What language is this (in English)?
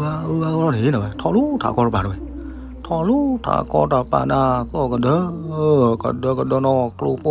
S'gaw Karen